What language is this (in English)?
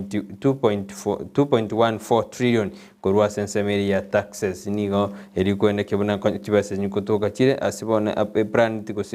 Gusii